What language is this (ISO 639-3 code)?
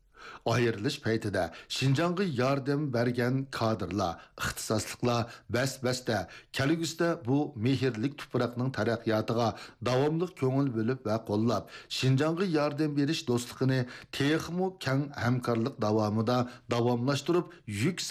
uig